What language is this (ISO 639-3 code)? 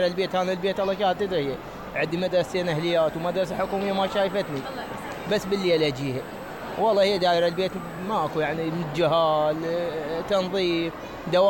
acm